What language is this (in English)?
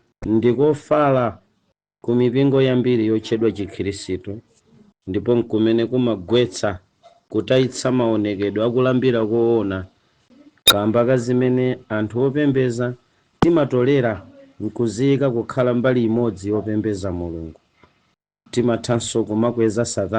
Nyanja